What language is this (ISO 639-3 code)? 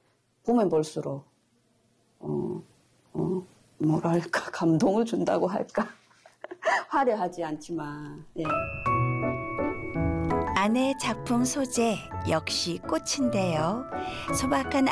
kor